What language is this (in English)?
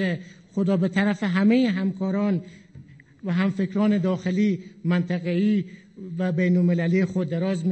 Persian